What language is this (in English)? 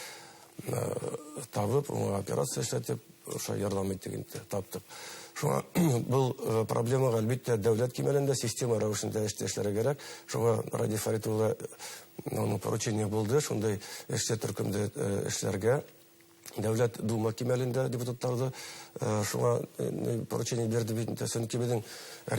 Bashkir